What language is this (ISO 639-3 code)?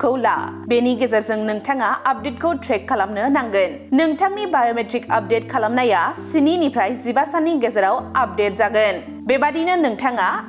brx